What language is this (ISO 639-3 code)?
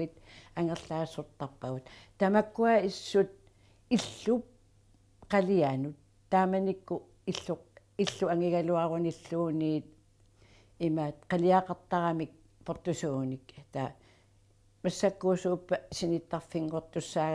kal